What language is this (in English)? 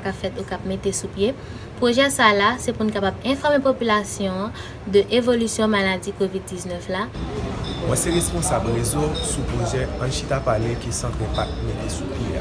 Haitian Creole